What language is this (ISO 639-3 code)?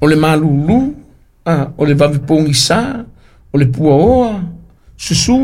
smo